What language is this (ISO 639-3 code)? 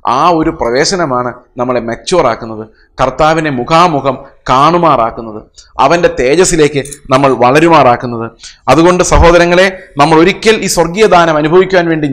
mal